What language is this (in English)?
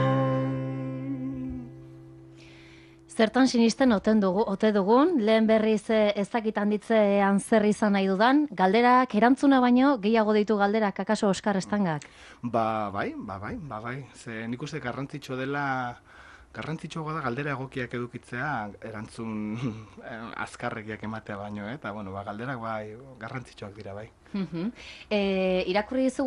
Basque